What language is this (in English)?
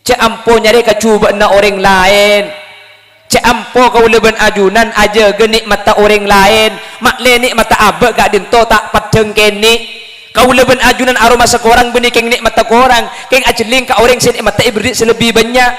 Madurese